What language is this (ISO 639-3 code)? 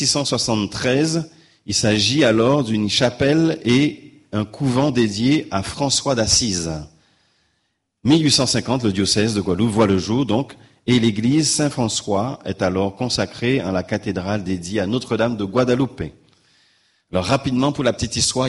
fra